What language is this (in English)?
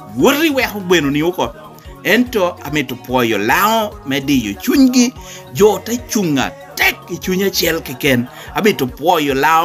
Lango (Uganda)